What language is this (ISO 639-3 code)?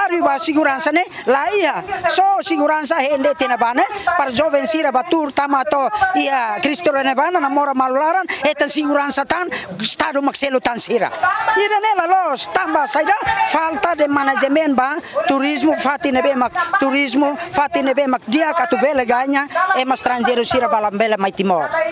tet